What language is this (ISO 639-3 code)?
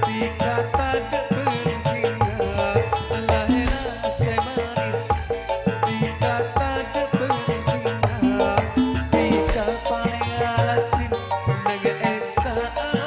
mad